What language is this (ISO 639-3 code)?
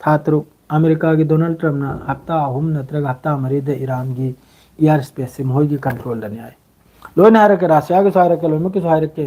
mni